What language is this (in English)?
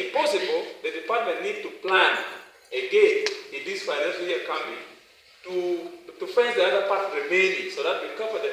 Acoli